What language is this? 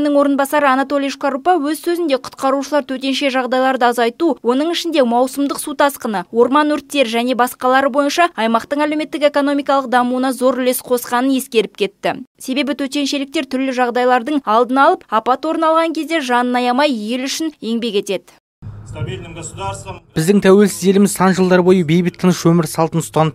Kazakh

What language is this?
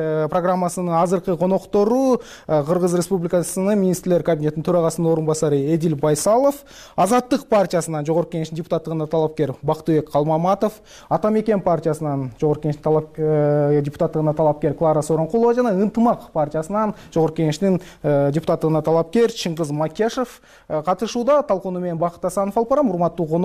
Kyrgyz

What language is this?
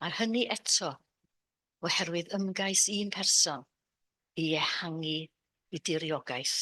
Welsh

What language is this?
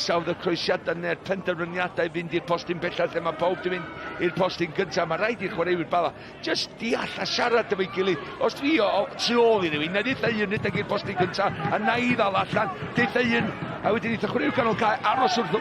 Welsh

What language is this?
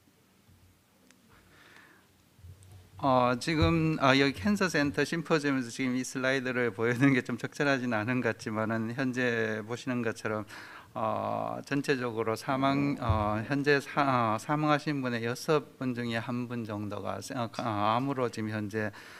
Korean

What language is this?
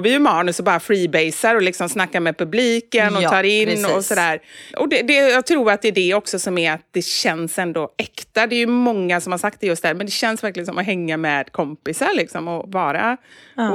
Swedish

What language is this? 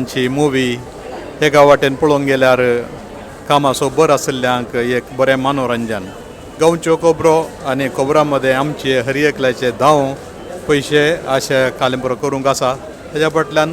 Konkani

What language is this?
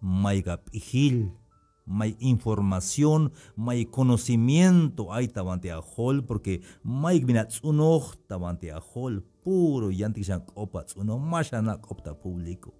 Tzeltal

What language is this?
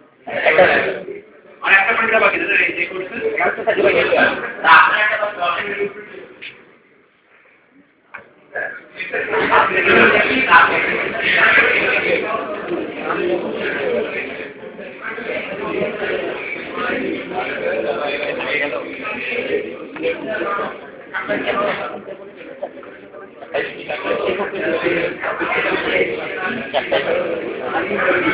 Bangla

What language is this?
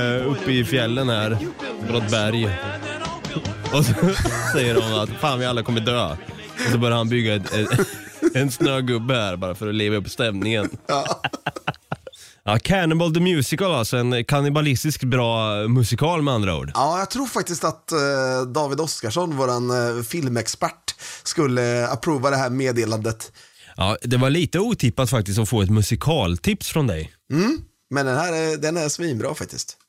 Swedish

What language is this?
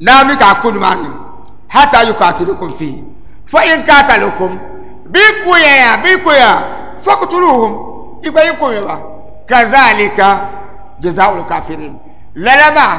Dagbani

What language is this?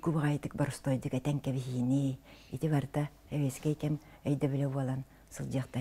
Yakut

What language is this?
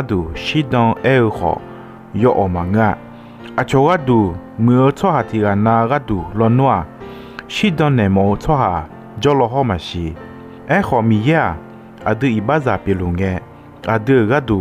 Akha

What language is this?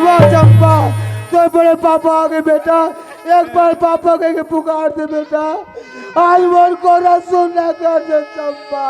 Chhattisgarhi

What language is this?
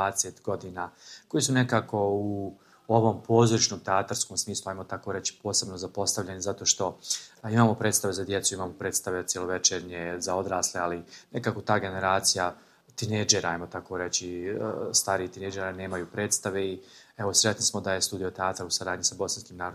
Bosnian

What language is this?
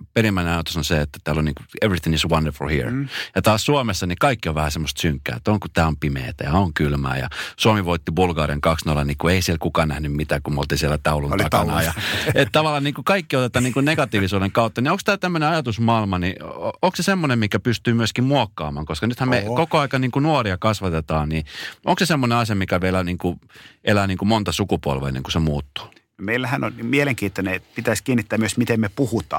Finnish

